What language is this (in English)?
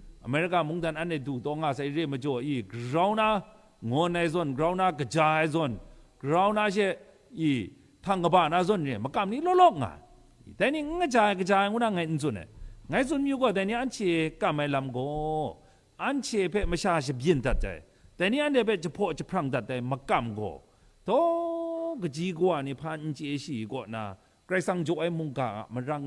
Kachin